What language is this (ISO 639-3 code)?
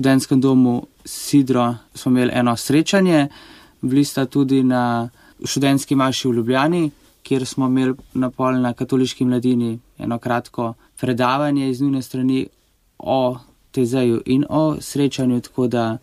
slv